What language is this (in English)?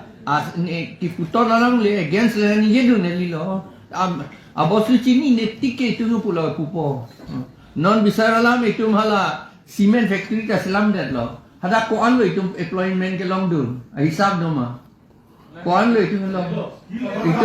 Karbi